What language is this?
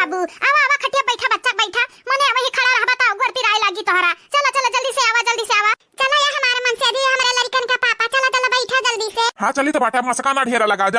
Awadhi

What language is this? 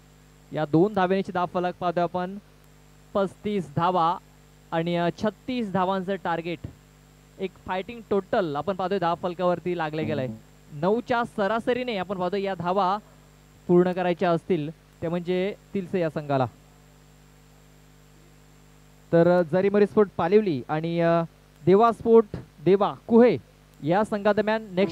Marathi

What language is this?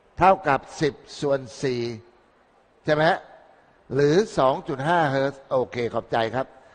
Thai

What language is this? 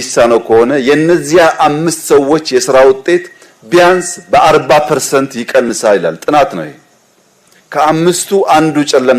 Amharic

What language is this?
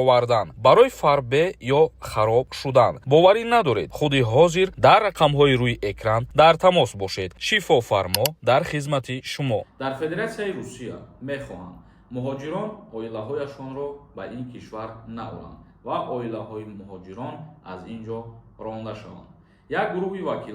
Tajik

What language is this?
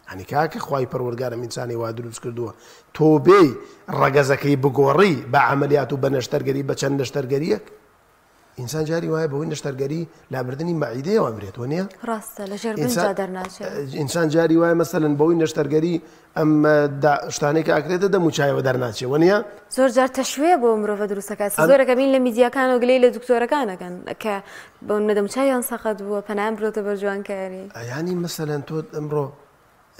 Central Kurdish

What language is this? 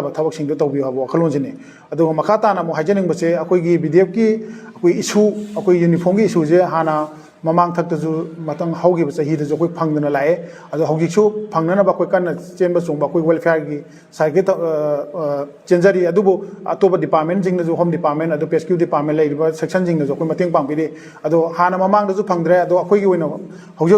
Manipuri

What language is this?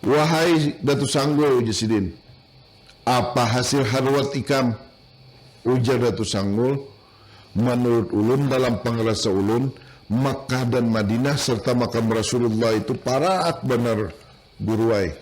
Banjar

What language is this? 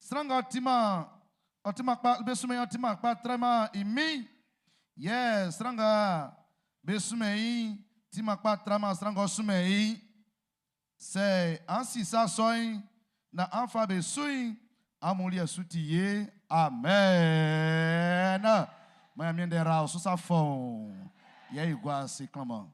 Baoulé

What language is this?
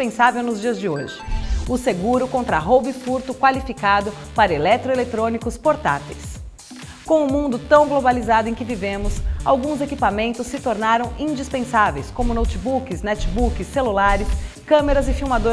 Portuguese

